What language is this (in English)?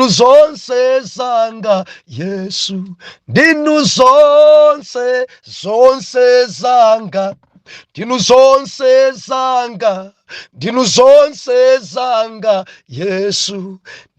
Nyanja